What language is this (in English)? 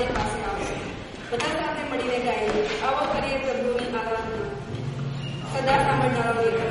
Gujarati